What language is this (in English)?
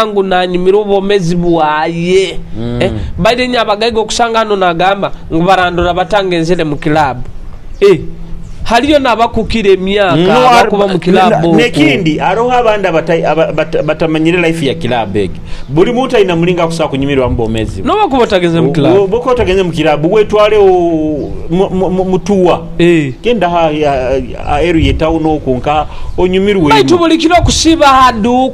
Nyoro